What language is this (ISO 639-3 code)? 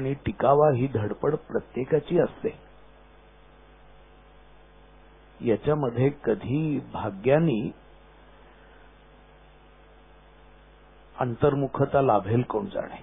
mar